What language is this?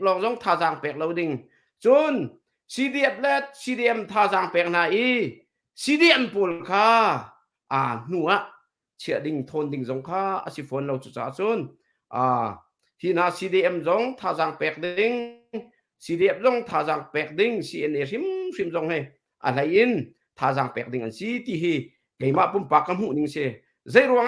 Hakha Chin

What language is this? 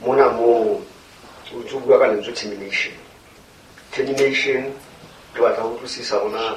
Southern Sotho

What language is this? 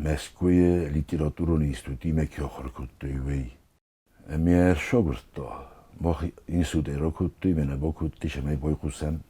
Ossetic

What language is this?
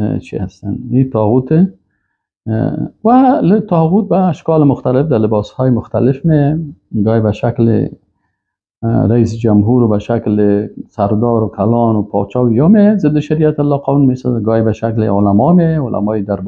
Persian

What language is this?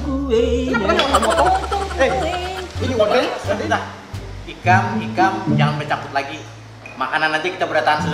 Banjar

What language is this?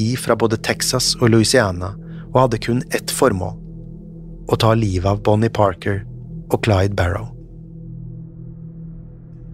Norwegian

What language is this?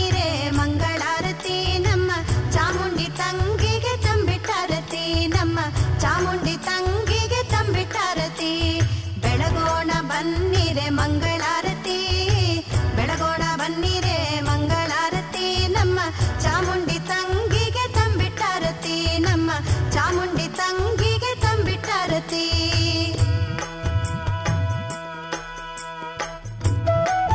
Kannada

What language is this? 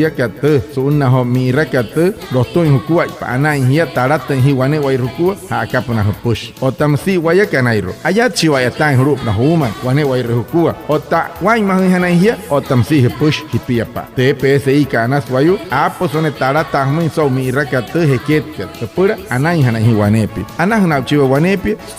Wayuu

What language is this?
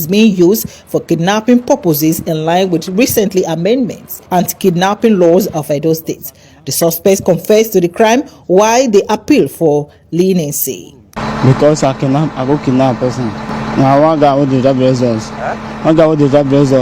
Nigerian Pidgin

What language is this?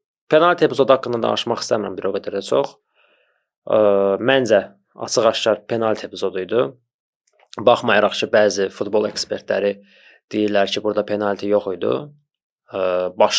Azerbaijani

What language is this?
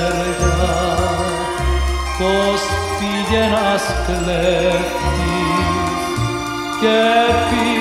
Greek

